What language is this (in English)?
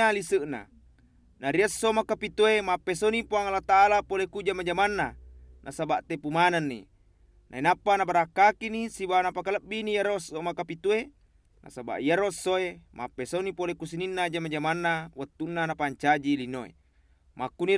Buginese